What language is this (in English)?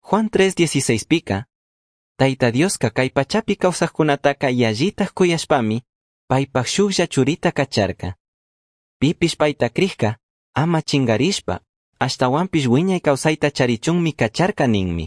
Chimborazo Highland Quichua